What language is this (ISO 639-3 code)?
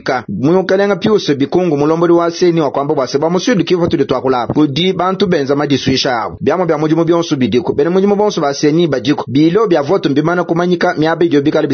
lua